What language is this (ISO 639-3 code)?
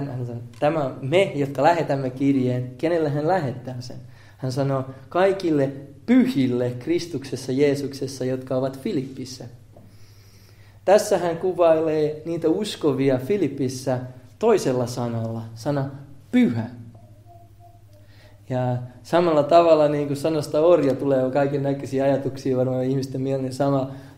fin